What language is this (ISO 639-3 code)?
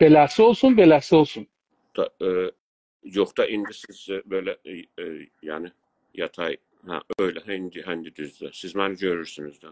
azb